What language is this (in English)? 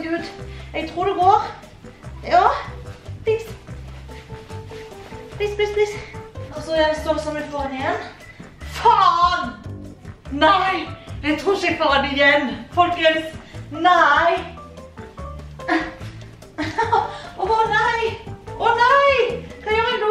Norwegian